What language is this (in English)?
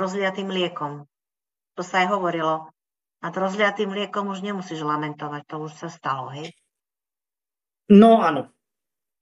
Slovak